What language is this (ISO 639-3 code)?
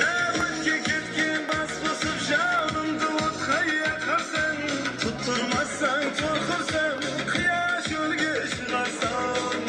kaa